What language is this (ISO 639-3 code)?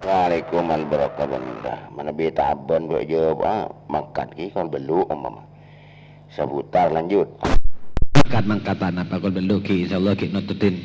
mad